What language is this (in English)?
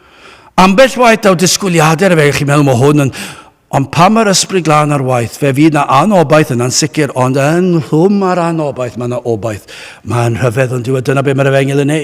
Welsh